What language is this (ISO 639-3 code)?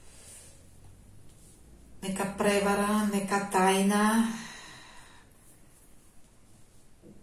hrv